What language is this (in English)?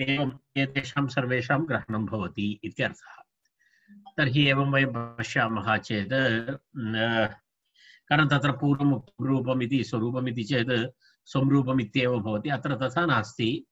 Sanskrit